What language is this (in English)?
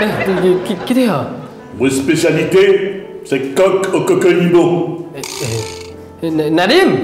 Morisyen